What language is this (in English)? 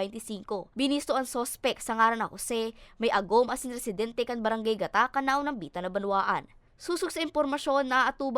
Bikol